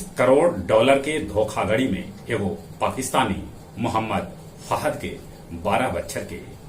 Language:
Magahi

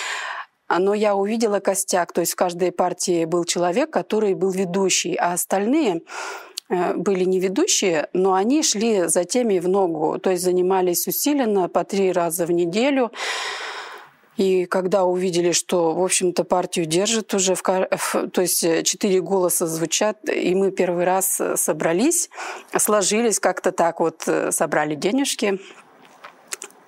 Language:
Russian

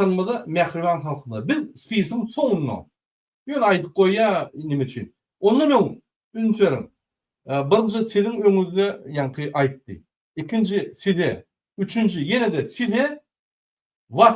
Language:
Turkmen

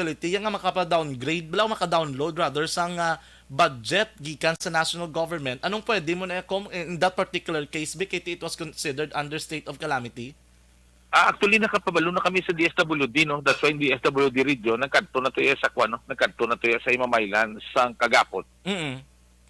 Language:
Hiligaynon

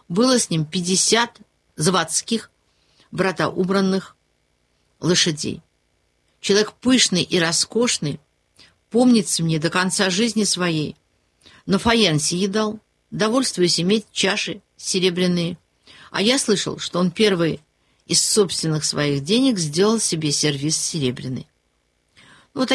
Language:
Russian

